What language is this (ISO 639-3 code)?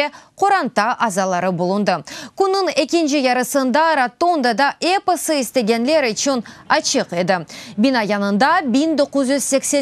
crh